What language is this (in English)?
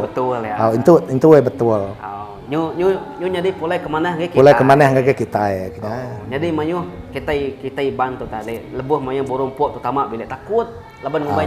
Iban